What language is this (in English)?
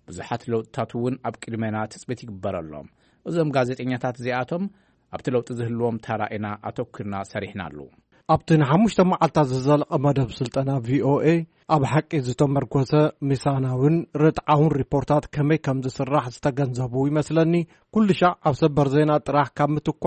Tigrinya